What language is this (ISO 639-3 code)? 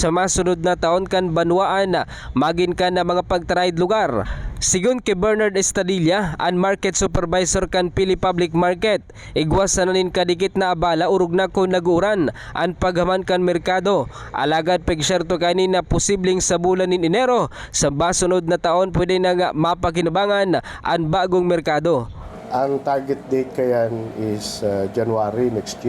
bik